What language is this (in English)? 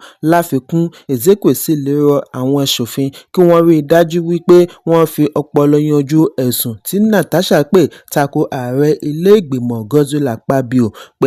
Yoruba